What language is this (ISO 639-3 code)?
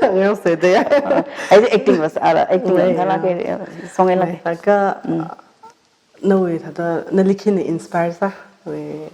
nmf